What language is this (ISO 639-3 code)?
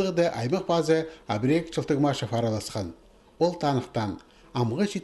kjh